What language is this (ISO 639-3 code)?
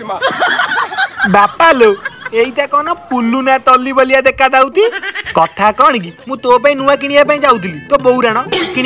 ori